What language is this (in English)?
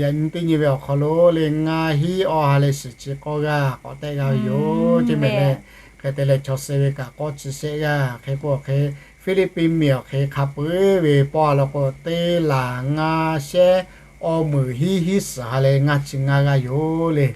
Lahu